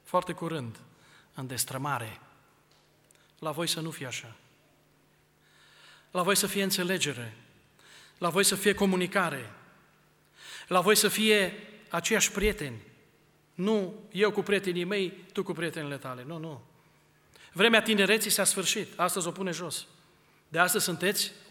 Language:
Romanian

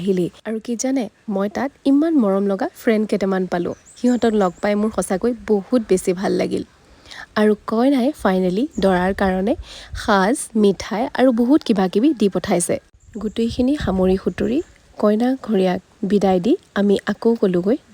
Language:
Assamese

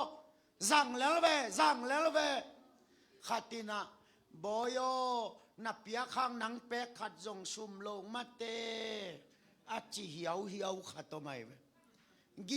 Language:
Tedim Chin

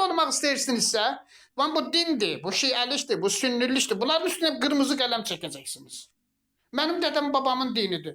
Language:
Azerbaijani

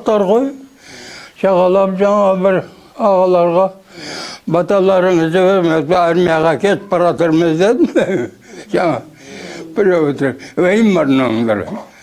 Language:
Kazakh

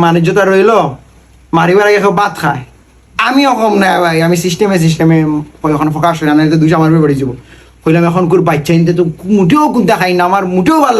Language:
Sylheti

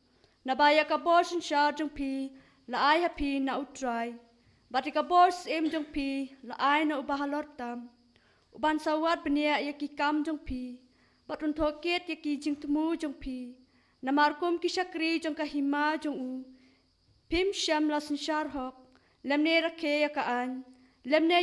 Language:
Khasi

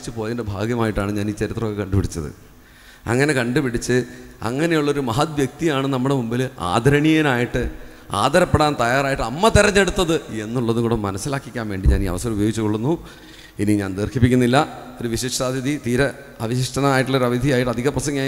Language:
Malayalam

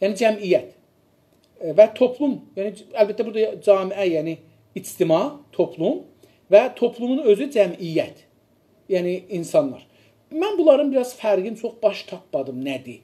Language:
South Azerbaijani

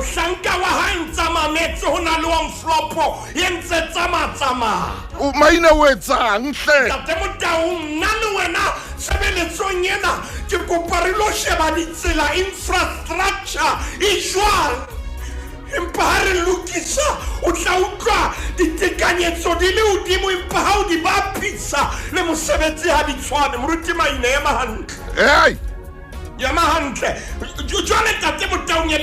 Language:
Southern Sotho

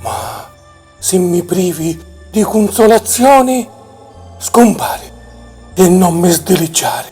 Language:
Sicilian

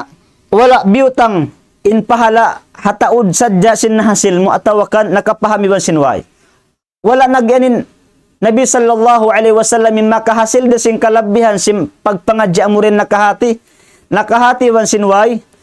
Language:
Tausug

